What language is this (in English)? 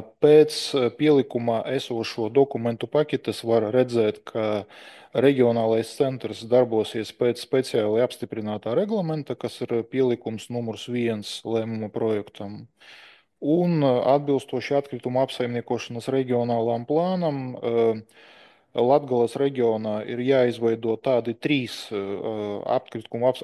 Latvian